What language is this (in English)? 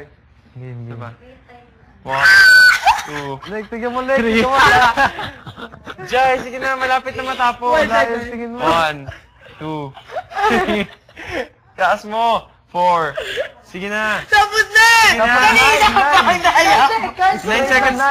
Filipino